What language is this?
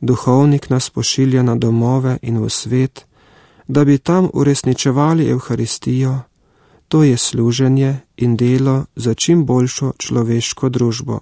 Slovenian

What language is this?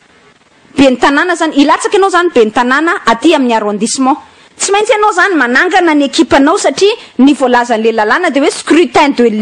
Malagasy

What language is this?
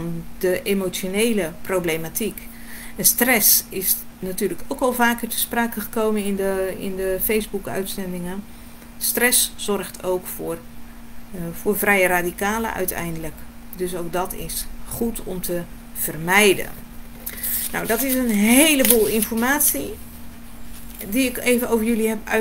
Dutch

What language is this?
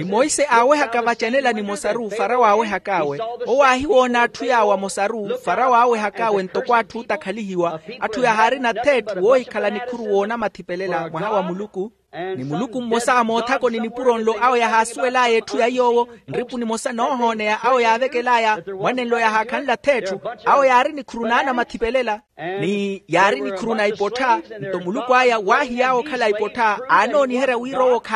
Makhuwa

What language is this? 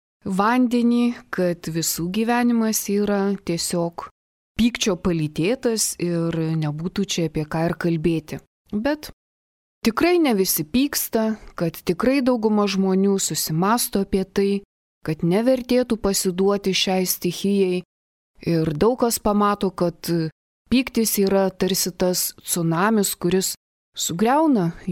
Lithuanian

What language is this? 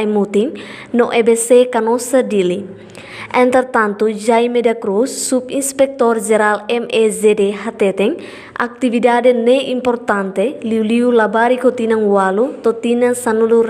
Tetum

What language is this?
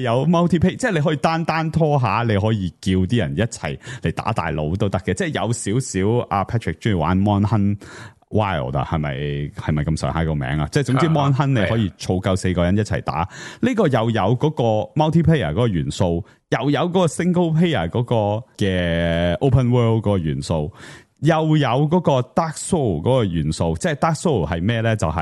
Cantonese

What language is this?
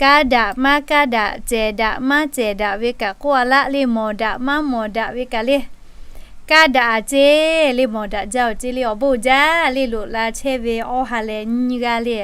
Lahu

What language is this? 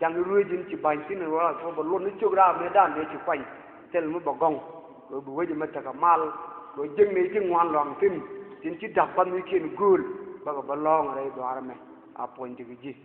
Nuer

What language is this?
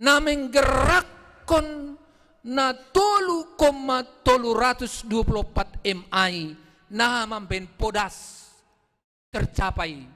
Batak Simalungun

